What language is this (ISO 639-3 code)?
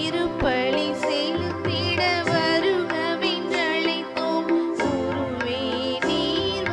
tam